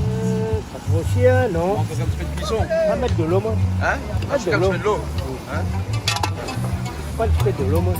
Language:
Réunion Creole French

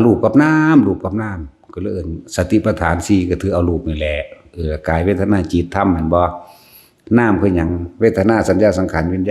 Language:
Lao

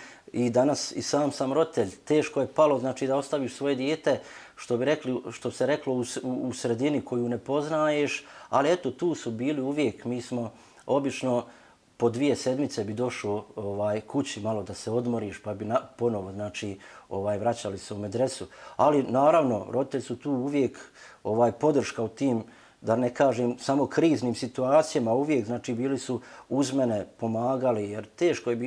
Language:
Bosnian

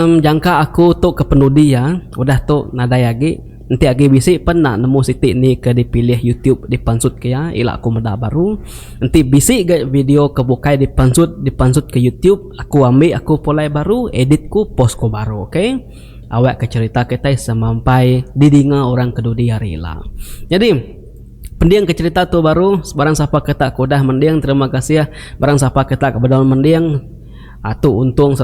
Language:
Iban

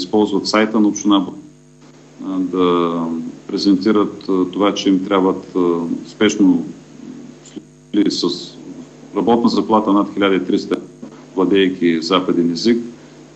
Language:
Bulgarian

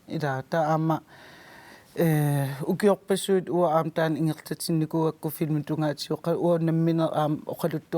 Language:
Kalaallisut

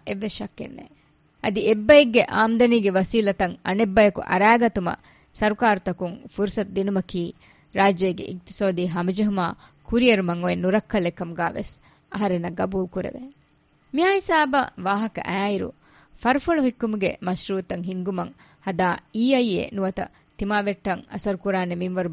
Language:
Divehi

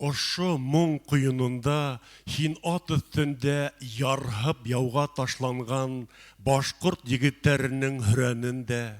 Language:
Bashkir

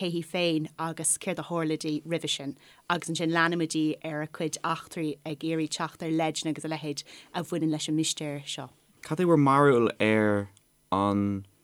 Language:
Irish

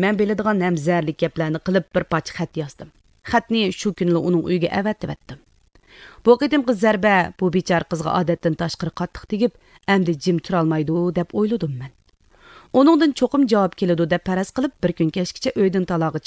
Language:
Uyghur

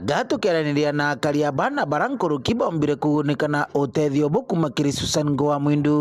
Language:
Meru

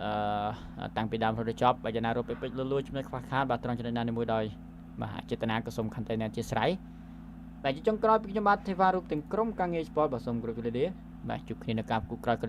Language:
Khmer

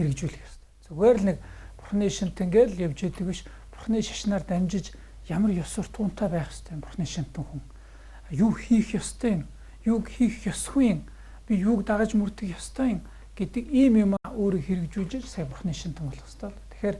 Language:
Mongolian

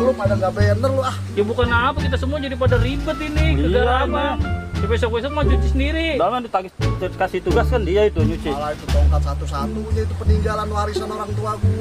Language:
Betawi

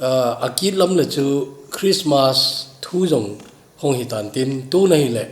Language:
Thado Chin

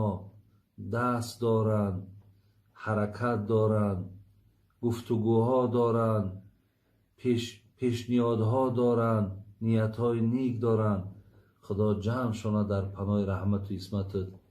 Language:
Tajik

